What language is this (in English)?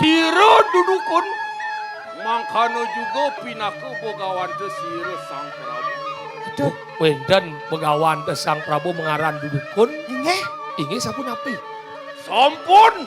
Balinese